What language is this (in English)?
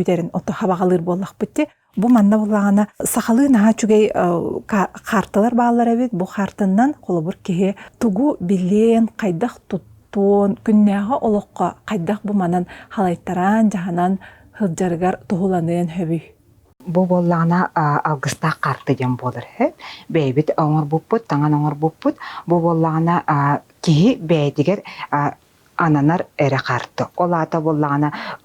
Yakut